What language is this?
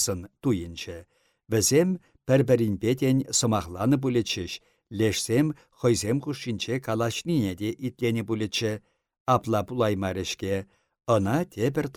Chuvash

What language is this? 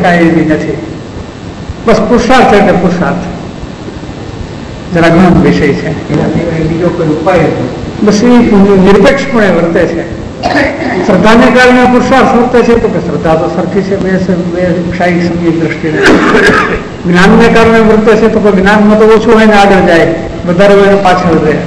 Gujarati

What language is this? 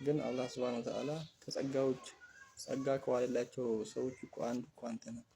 Amharic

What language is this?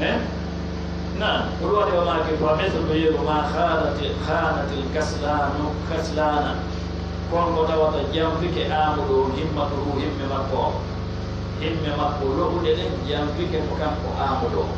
Pular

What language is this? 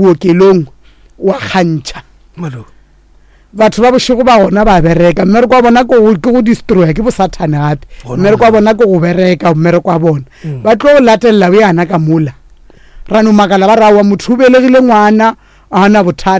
Northern Sotho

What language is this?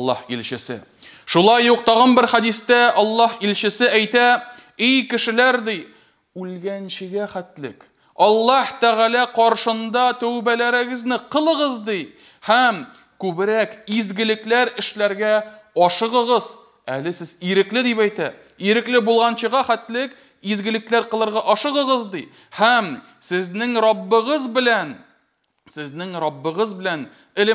Tatar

